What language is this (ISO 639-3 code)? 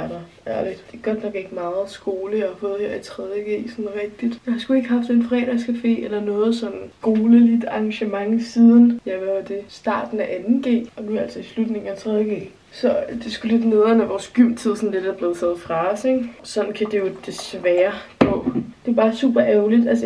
dan